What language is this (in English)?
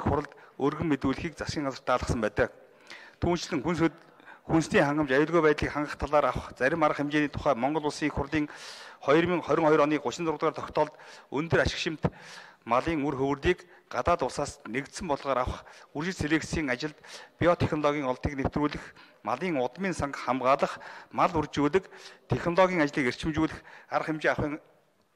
Mongolian